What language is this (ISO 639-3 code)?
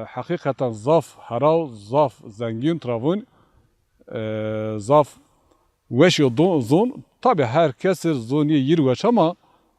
zza